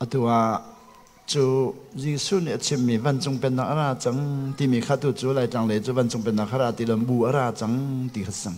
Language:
Hakha Chin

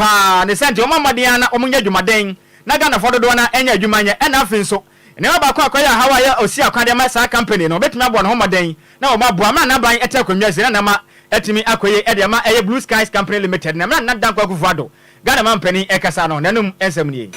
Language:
Akan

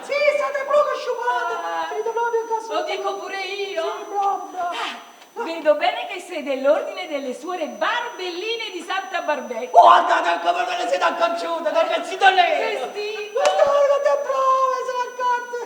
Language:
Neapolitan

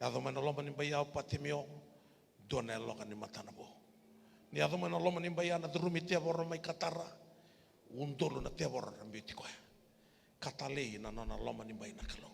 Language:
Fijian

